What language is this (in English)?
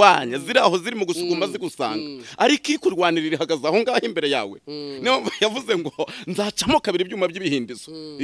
Kinyarwanda